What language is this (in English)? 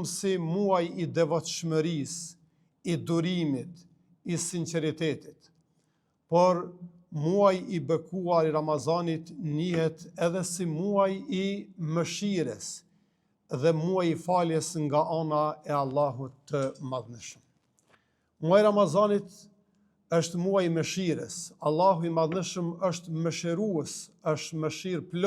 Albanian